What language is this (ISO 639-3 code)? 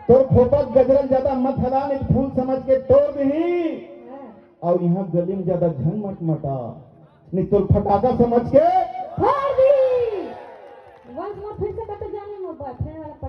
hne